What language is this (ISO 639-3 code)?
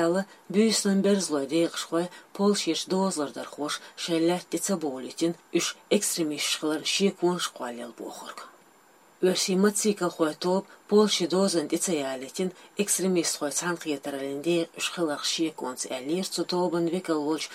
che